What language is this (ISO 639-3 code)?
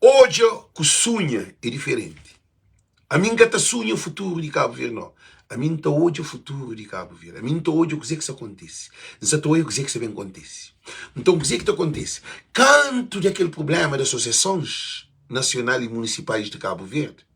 kea